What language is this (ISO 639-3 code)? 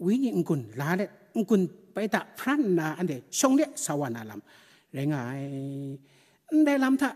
kac